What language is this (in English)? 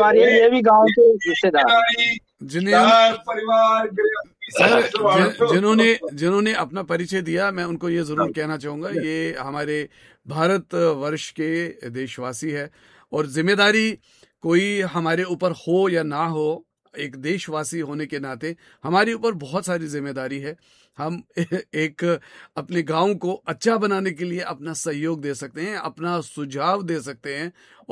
Hindi